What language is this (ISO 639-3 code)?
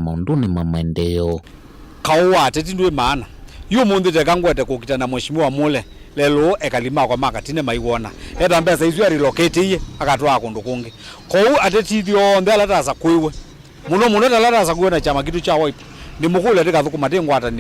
kam